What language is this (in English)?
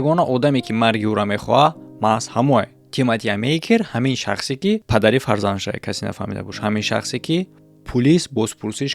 Tajik